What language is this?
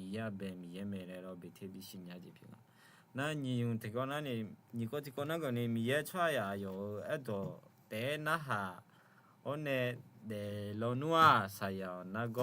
Akha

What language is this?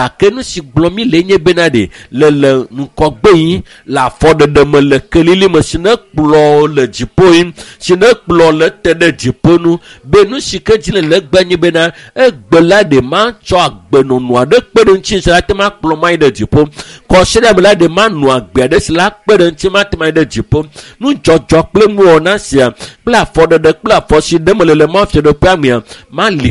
Ewe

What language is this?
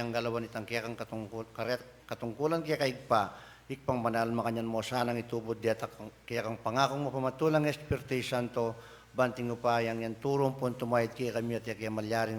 Pampanga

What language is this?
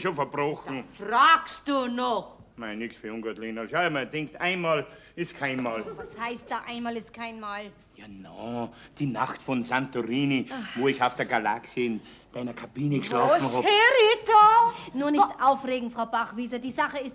Bavarian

